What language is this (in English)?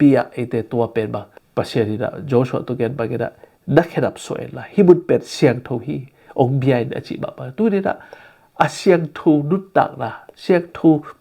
Tedim Chin